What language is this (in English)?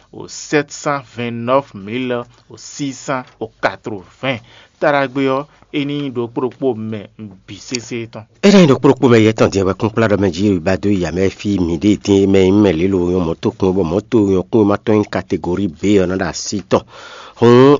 Fon